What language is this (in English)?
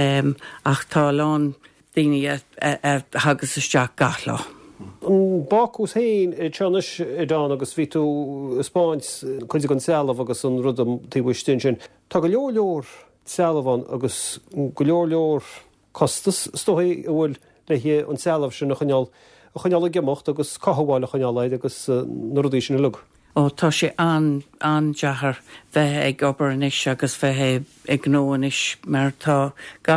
Irish